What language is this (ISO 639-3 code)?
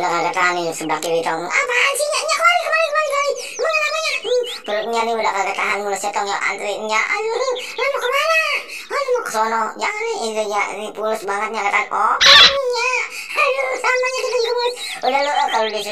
bew